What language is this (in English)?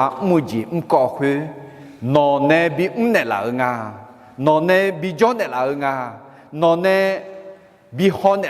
Akha